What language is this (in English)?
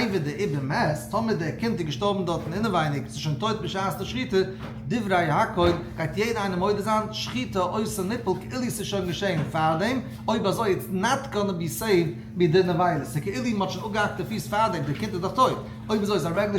Yiddish